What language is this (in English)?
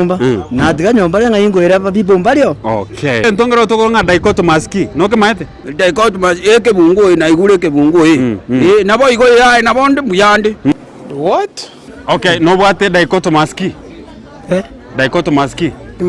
Gusii